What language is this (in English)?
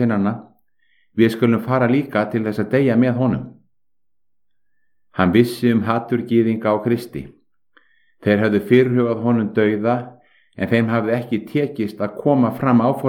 Icelandic